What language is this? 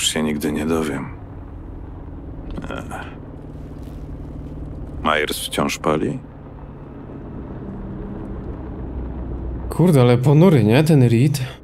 Polish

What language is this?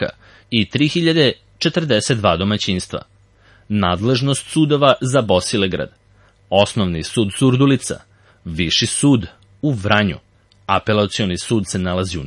Serbian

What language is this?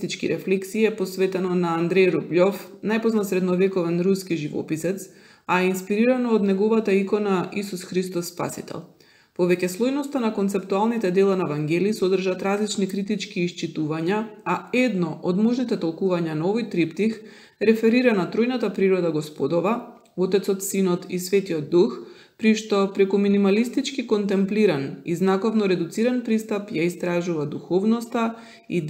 Macedonian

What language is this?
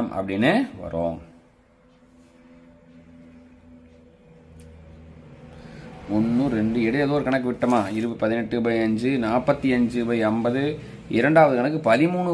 Tamil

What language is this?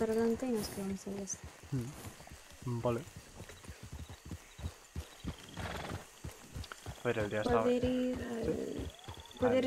Spanish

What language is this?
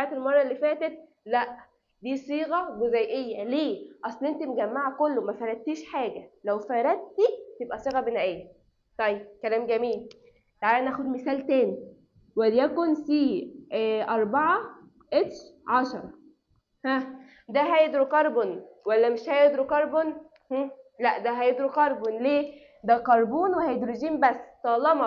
Egyptian Arabic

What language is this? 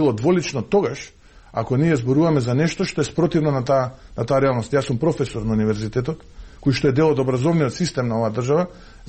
Macedonian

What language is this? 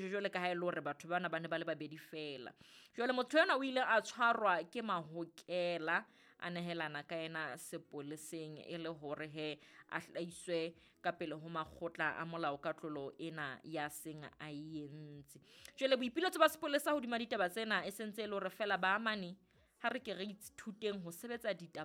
Southern Sotho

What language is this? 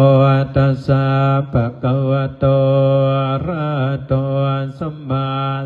Pali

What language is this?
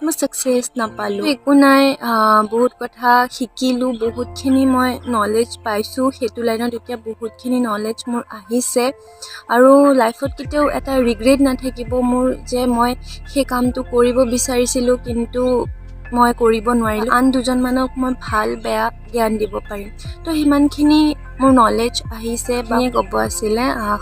Assamese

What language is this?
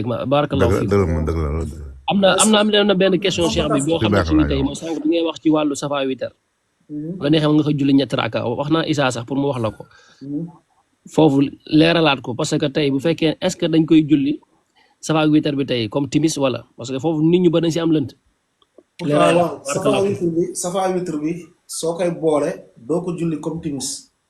Wolof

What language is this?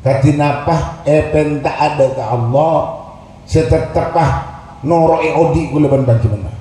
Madurese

